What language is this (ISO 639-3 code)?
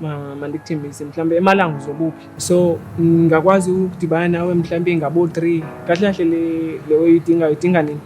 zul